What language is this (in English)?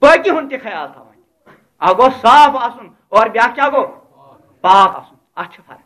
Kashmiri